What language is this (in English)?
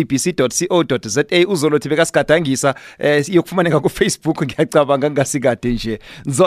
South Ndebele